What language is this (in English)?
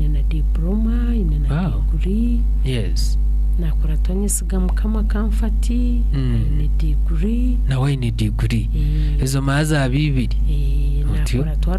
Nyankole